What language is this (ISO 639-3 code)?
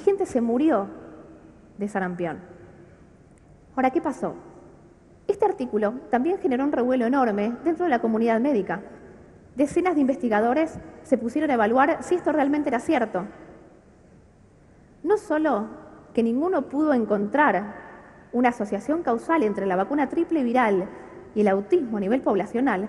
spa